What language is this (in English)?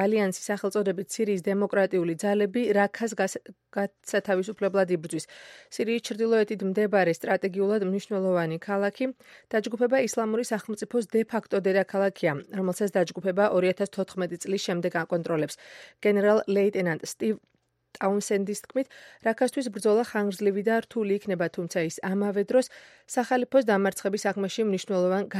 Georgian